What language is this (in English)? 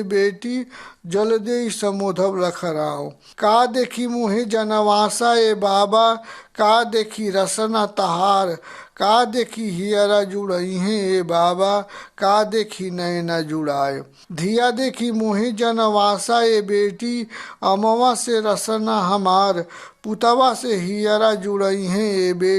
Bhojpuri